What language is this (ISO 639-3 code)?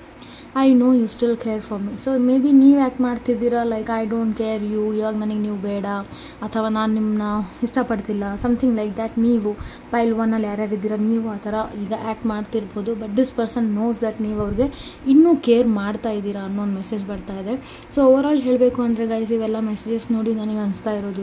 kan